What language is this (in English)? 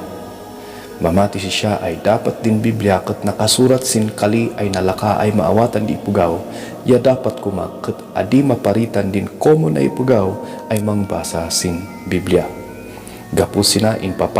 Kankanaey